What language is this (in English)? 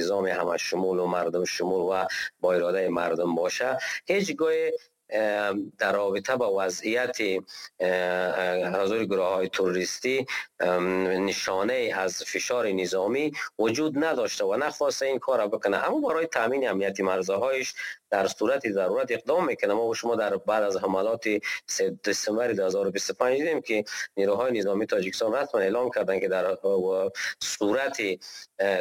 Persian